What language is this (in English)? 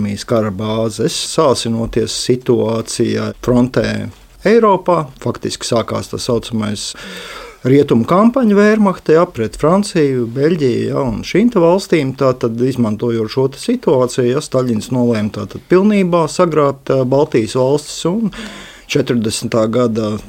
Latvian